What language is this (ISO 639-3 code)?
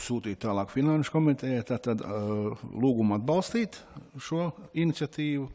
lav